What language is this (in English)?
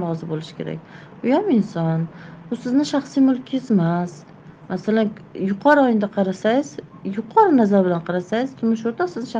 Uzbek